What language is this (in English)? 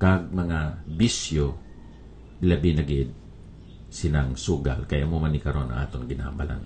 Hiligaynon